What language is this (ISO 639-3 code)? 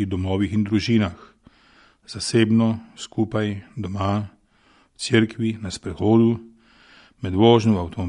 slv